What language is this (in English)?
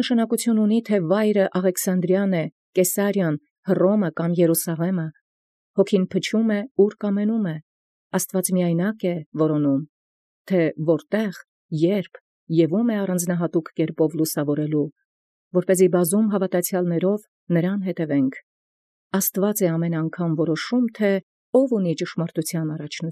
Armenian